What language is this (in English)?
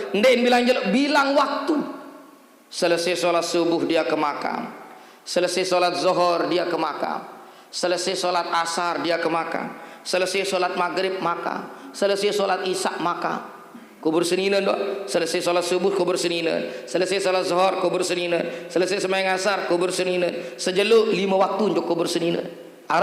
Sasak